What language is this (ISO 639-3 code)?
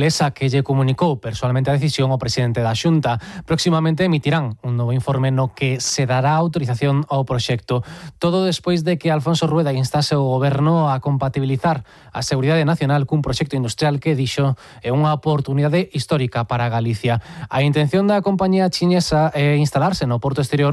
glg